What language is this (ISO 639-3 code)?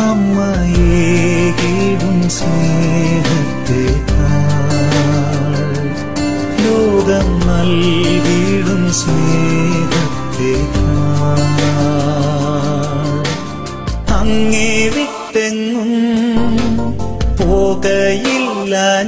mal